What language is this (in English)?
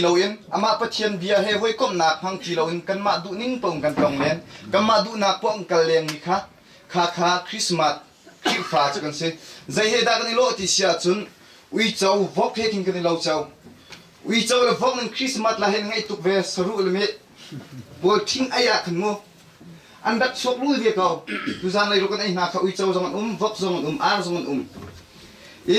Hakha Chin